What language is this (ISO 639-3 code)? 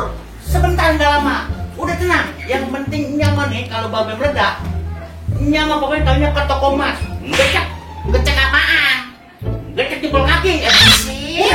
bew